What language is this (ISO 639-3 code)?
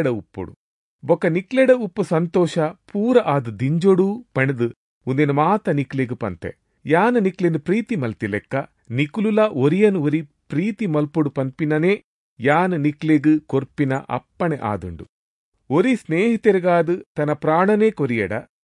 tcy